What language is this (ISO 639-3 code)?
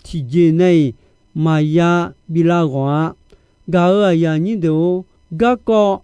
ahk